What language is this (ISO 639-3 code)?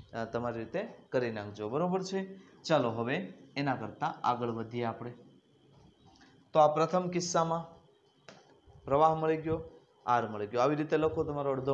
guj